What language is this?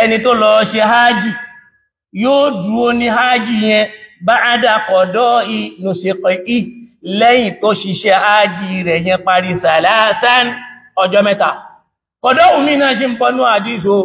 Yoruba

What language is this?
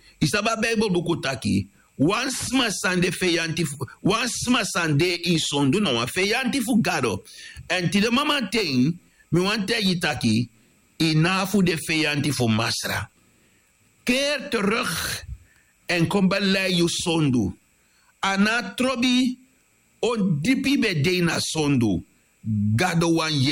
Sranan Tongo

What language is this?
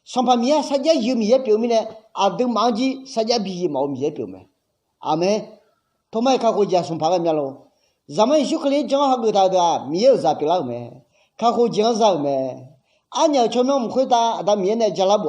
Akha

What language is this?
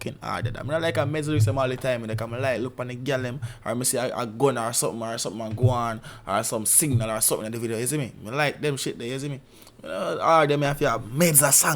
Jamaican Creole English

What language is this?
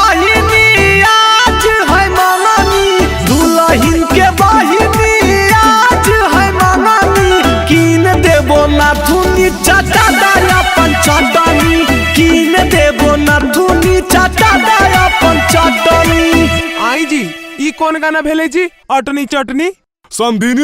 Magahi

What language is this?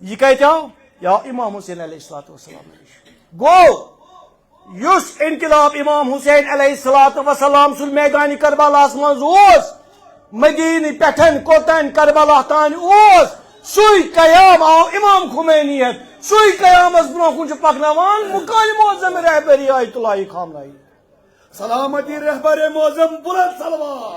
Kashmiri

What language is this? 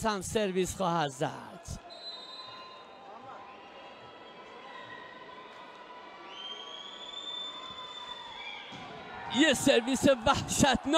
Persian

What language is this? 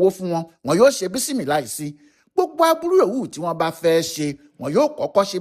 Yoruba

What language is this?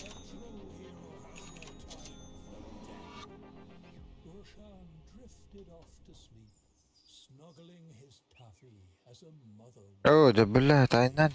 Yakut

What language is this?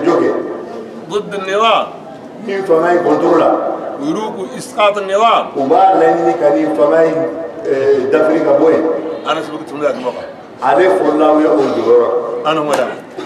Bambara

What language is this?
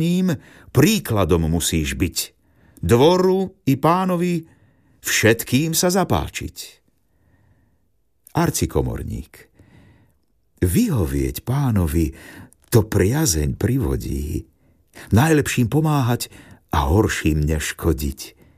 Slovak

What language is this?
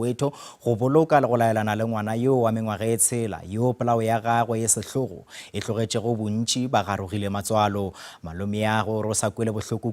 Northern Sotho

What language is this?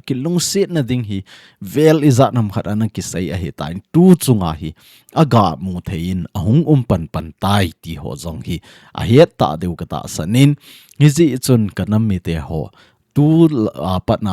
Thado Chin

